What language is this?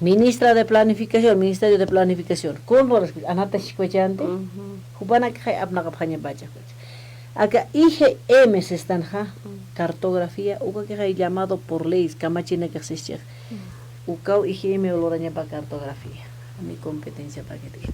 Aymara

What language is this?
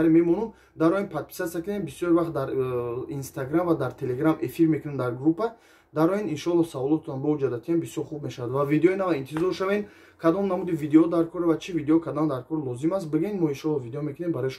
Tajik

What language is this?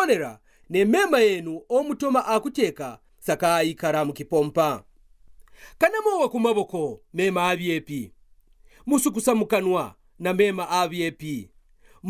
Kaonde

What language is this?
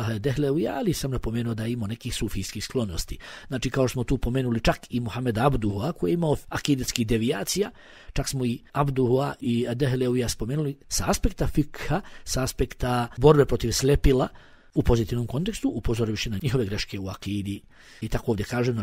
Bosnian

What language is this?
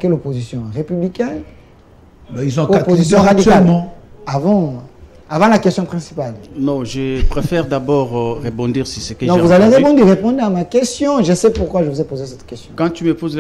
French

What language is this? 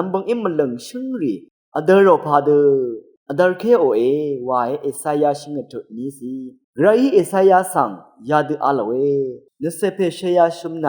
Rawang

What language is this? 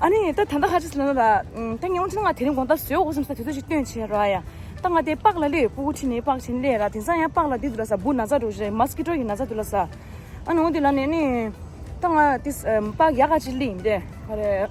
Tibetan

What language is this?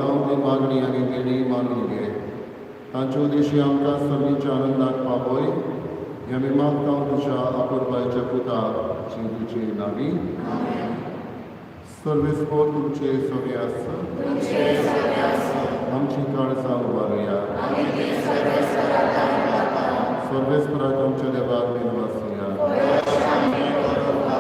Konkani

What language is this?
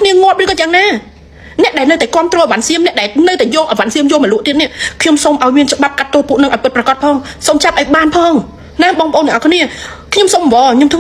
Khmer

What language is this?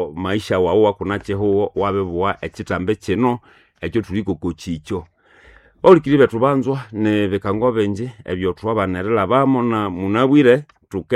Nande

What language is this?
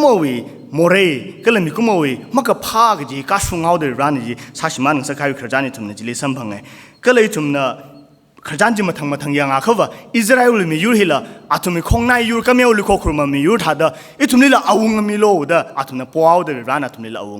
Tangkhul Naga (India)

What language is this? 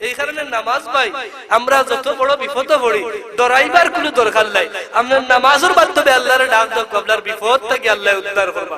Sylheti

